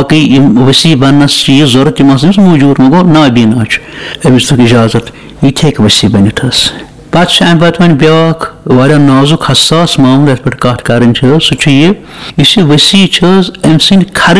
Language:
Kashmiri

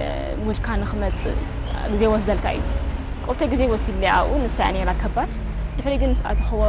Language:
Tigrinya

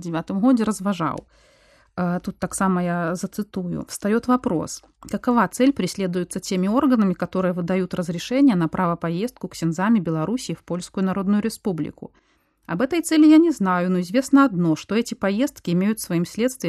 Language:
Belarusian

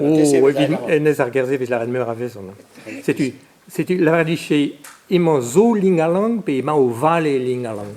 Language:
Breton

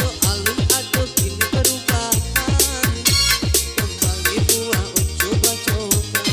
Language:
Minangkabau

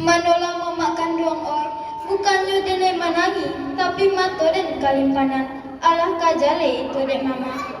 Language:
Minangkabau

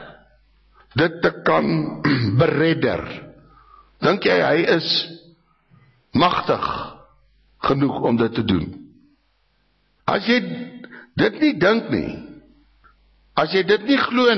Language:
Afrikaans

